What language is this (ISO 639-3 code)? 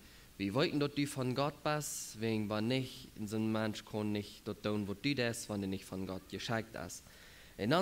pdt